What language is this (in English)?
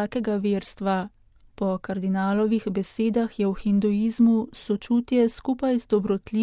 Slovenian